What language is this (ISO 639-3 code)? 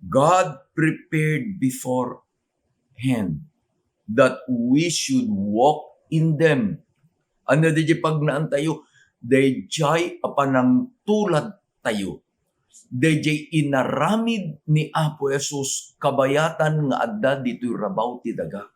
ilo